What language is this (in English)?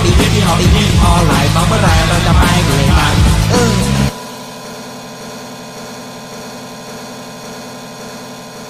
Thai